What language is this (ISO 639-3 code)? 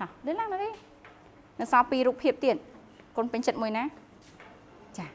khm